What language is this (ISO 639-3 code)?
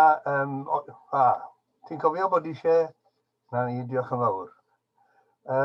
cym